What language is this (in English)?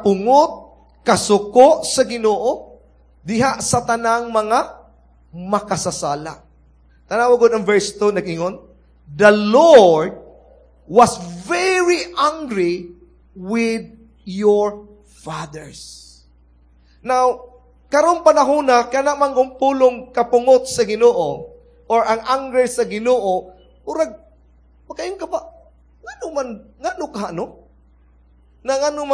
Cebuano